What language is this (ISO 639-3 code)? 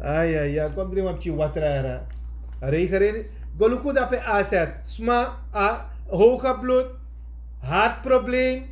srn